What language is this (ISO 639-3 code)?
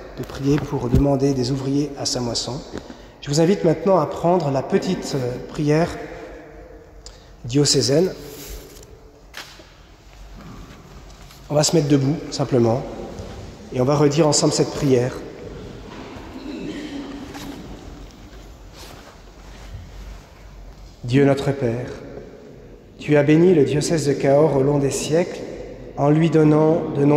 fra